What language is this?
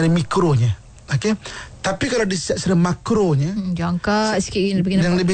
Malay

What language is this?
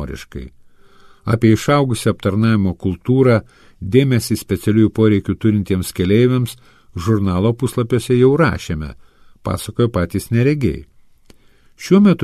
Lithuanian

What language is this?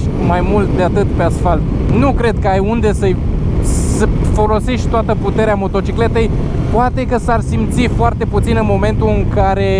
Romanian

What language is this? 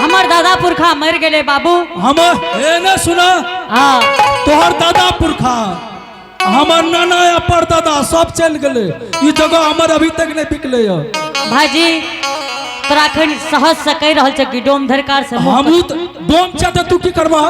Angika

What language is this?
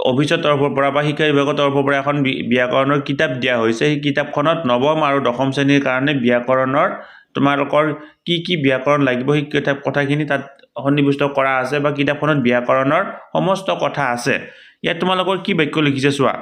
Assamese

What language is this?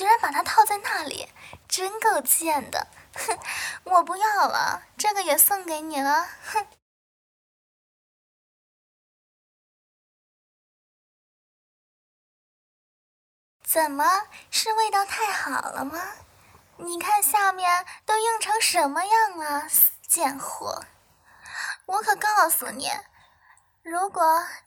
Chinese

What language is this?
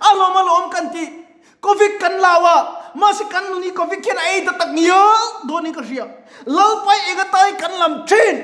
Mizo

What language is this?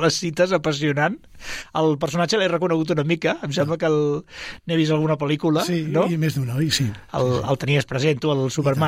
Catalan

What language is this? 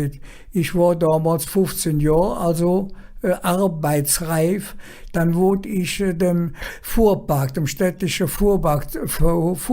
Colognian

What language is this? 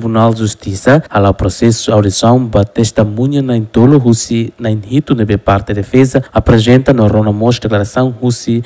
Tetum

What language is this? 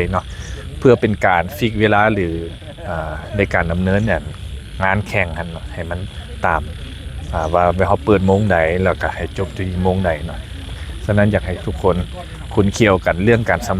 Lao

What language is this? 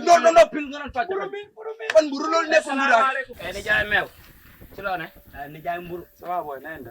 Wolof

